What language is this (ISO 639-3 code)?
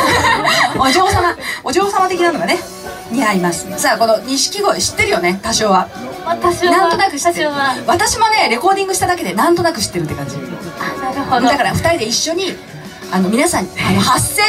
jpn